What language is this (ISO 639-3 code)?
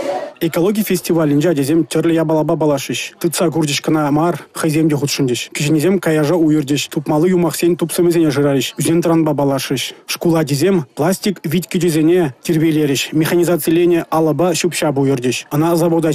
chv